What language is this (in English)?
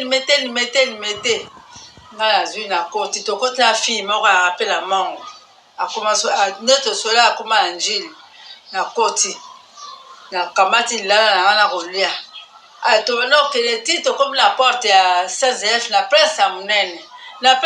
Lingala